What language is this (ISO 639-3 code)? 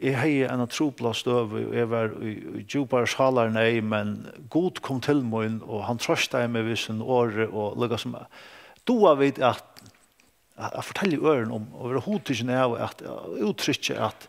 fao